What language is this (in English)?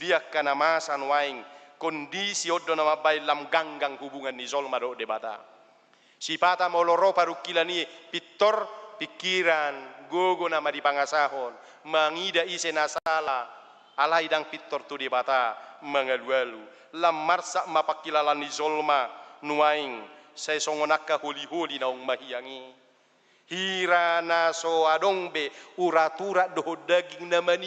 Batak Toba